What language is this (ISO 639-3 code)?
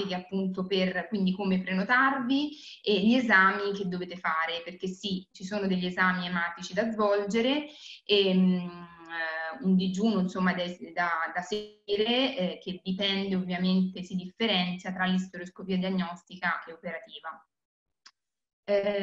ita